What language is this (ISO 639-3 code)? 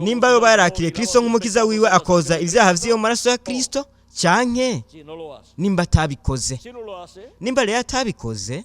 run